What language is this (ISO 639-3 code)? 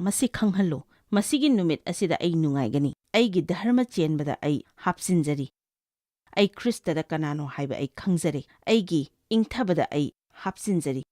mni